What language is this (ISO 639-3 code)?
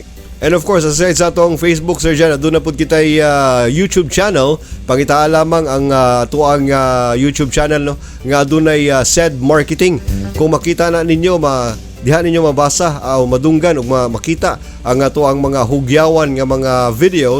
ceb